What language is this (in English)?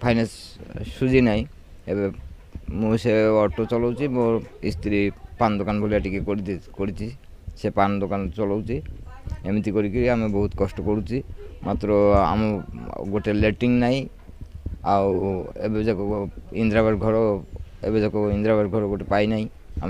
Odia